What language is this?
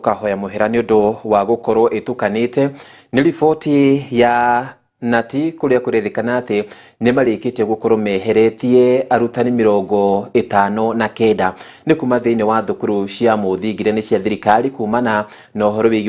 Kikuyu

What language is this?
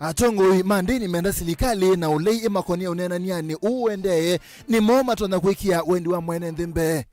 Kamba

